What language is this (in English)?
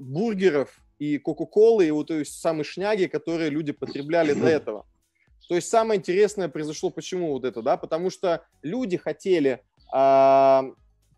Russian